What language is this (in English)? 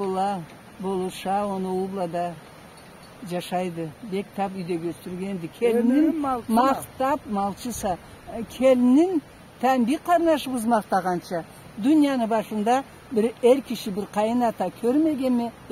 Karachay-Balkar